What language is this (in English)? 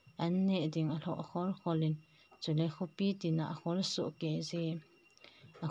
Thado Chin